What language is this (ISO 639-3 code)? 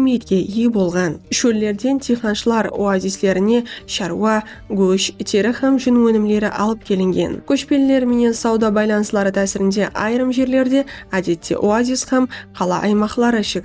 kaa